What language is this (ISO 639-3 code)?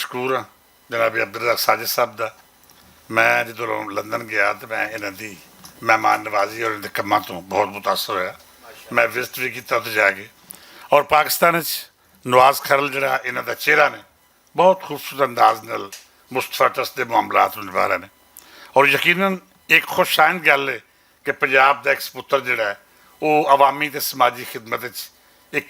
lah